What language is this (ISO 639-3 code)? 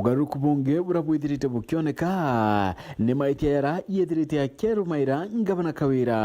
mer